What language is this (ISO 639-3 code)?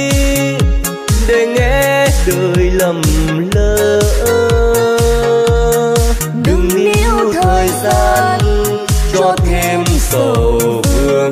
vie